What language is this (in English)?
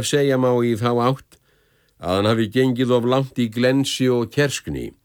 Icelandic